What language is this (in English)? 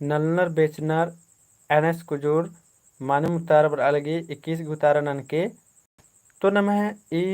Kurukh